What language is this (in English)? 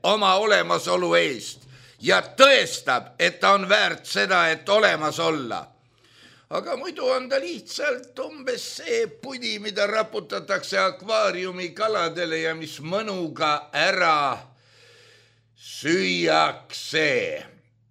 Estonian